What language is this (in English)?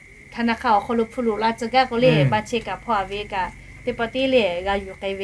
Lahu